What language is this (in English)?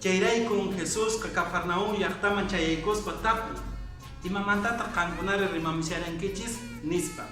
Quechua